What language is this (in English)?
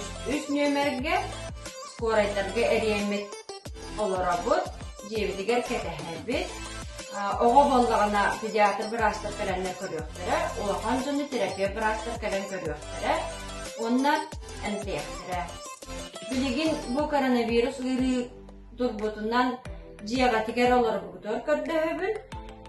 Yakut